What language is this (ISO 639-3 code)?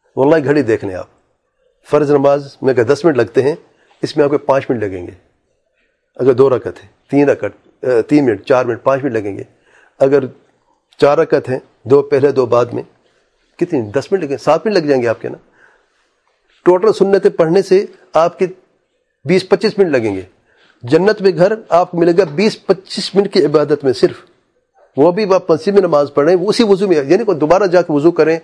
urd